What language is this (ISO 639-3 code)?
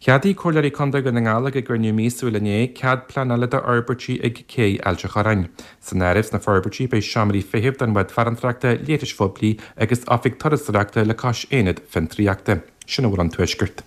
gle